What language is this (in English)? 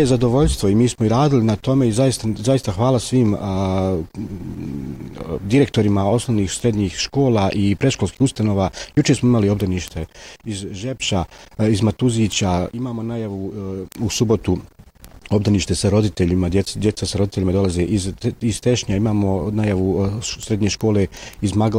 Bosnian